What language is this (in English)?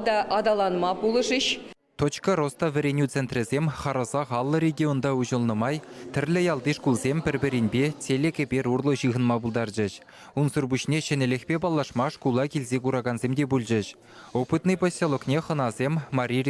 Chuvash